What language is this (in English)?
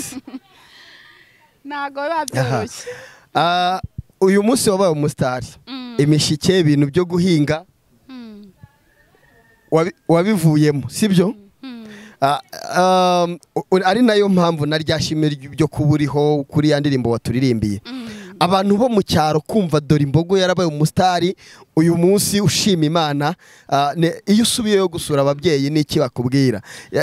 Kinyarwanda